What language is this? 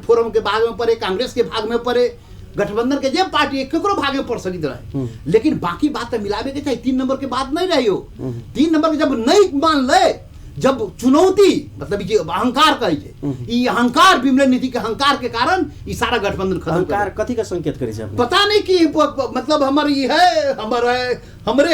Maithili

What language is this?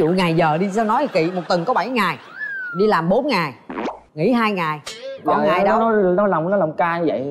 Vietnamese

